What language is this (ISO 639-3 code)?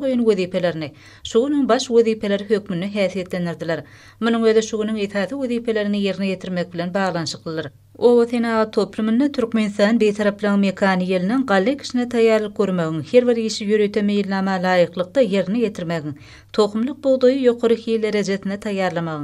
tuk